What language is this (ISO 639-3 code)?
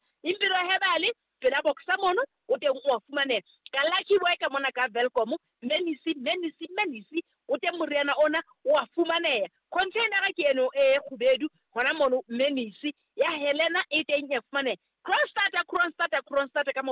sot